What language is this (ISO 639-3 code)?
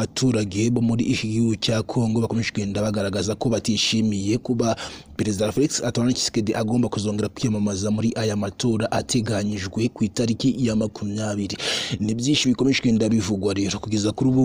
kin